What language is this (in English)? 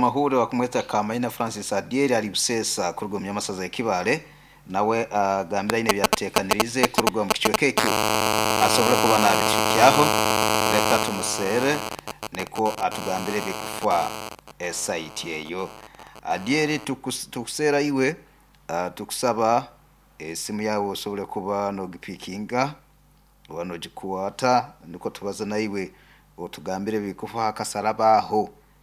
Nyoro